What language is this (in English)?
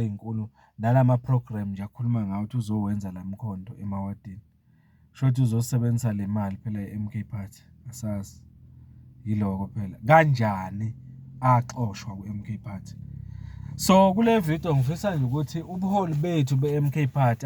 Zulu